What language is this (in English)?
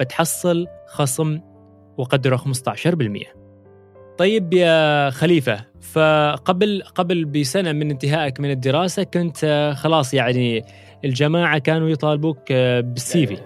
Gulf Arabic